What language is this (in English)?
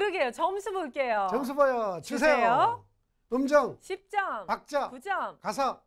Korean